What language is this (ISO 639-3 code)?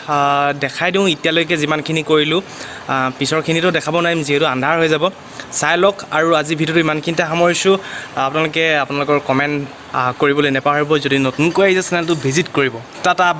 asm